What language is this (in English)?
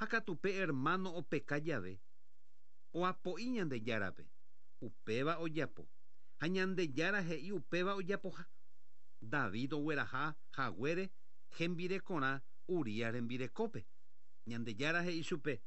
Guarani